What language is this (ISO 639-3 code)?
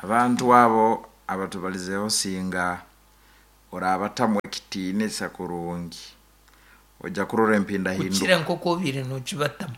nyn